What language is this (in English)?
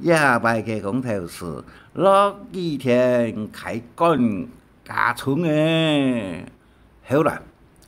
Hakka Chinese